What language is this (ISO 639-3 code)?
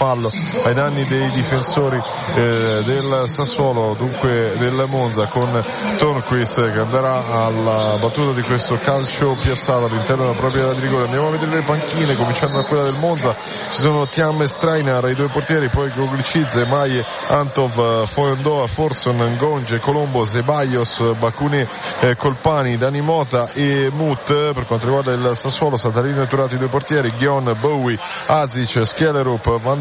ita